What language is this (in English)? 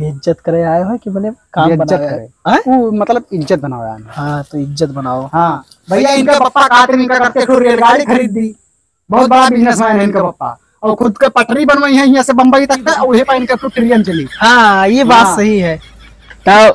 Awadhi